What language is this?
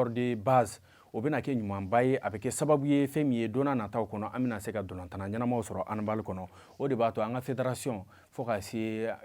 Bambara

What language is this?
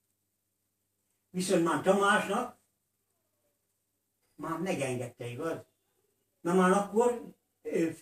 Hungarian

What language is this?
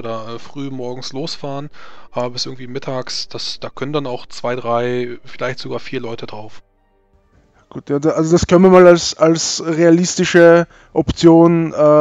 German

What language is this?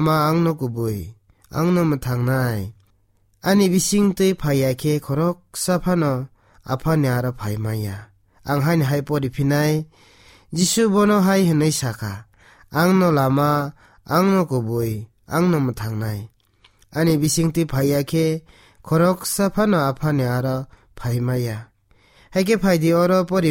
Kok Borok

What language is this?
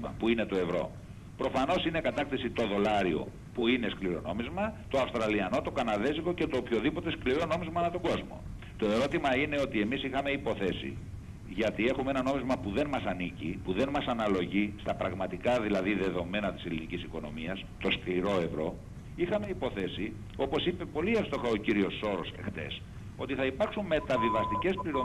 Greek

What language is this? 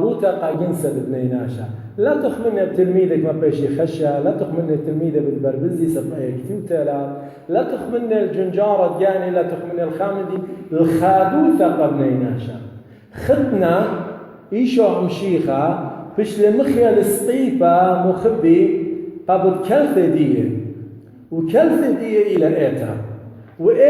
Assyrian Neo-Aramaic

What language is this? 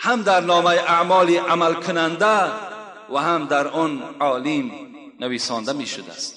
Tajik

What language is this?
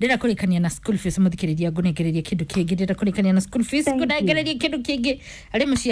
Kikuyu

